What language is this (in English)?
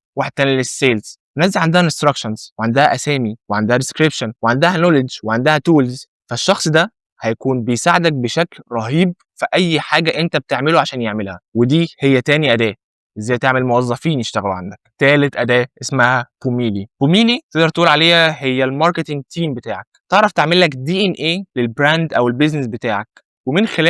Egyptian Arabic